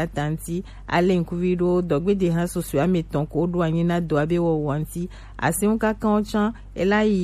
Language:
Gen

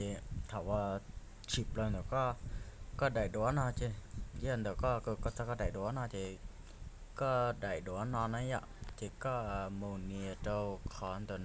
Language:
Hmong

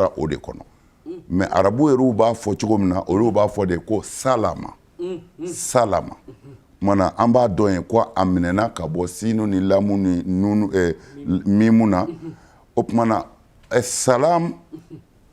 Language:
Bambara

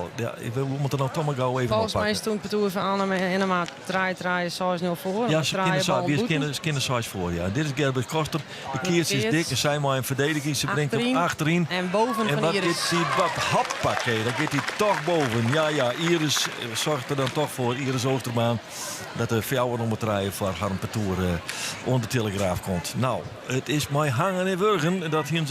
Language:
Western Frisian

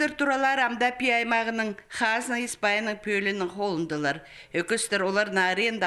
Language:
Khakas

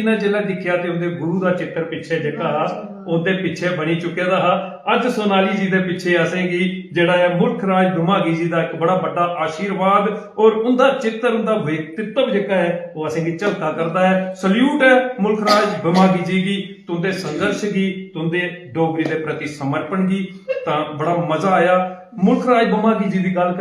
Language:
Dogri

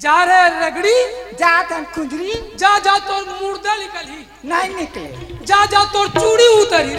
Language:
Chhattisgarhi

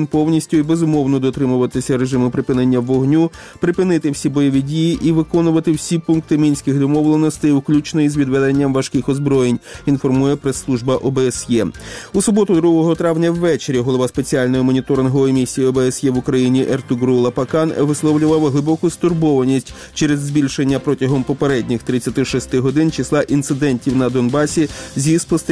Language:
Ukrainian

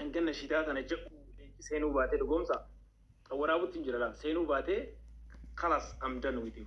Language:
Oromo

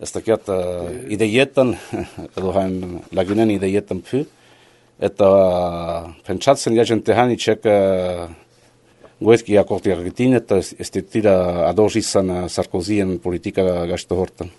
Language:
Basque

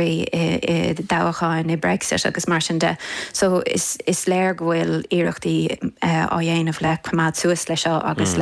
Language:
Irish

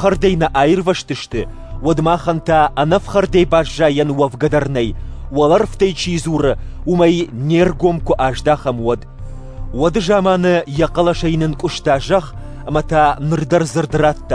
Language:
Ossetic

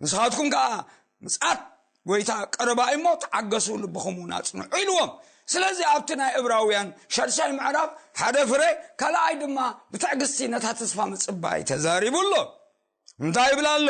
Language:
Tigrinya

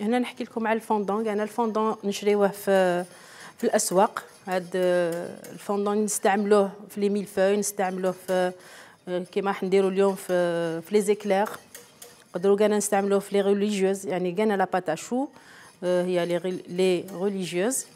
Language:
Algerian Arabic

